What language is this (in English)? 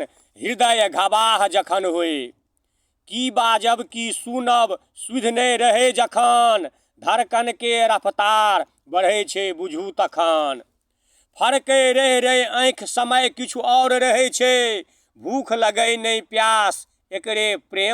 Maithili